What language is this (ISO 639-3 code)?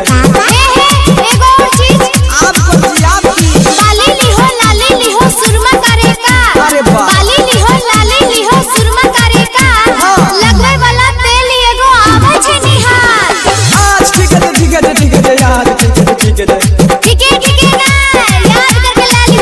mai